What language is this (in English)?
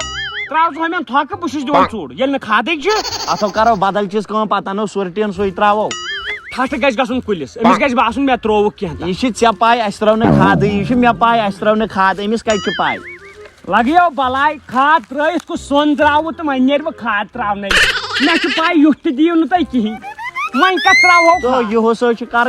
Kashmiri